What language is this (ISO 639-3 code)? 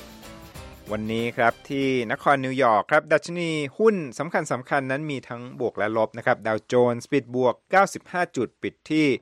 tha